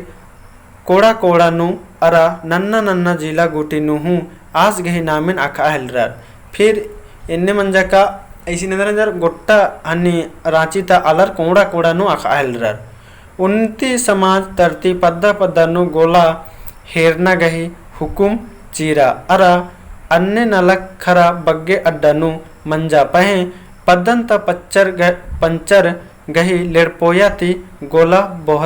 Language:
Kurukh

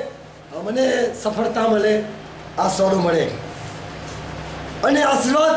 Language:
Gujarati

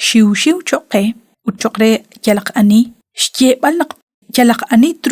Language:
Kekchí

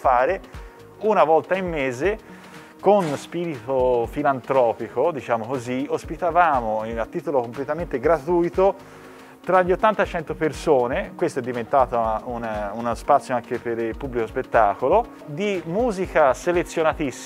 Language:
Italian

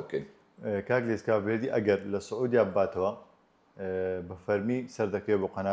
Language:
Central Kurdish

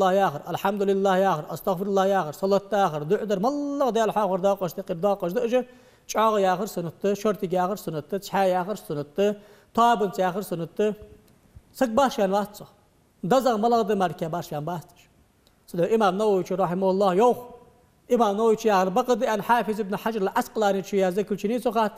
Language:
Ingush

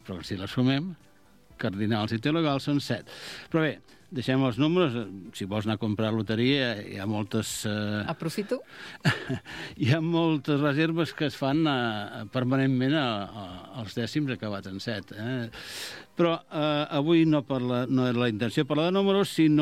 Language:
Catalan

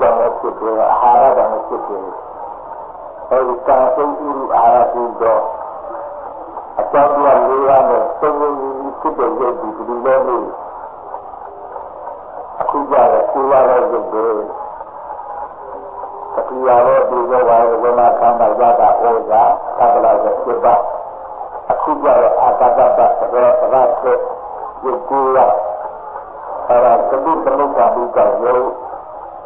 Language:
Burmese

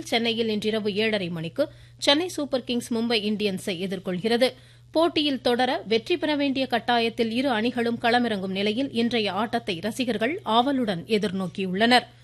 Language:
Tamil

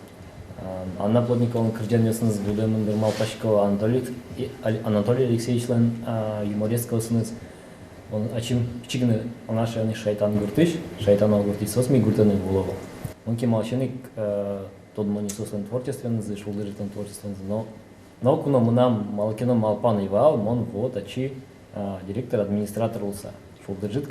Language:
Udmurt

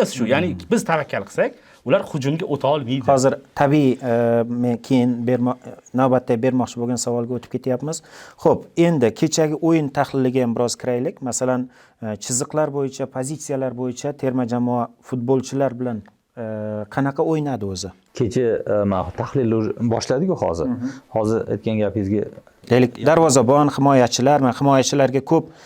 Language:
Uzbek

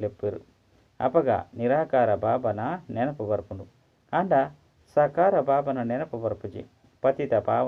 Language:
Tulu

